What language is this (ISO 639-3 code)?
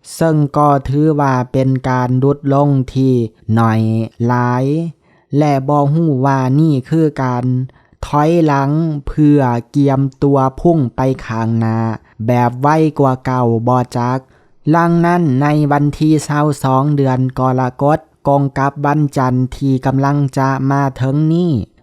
lao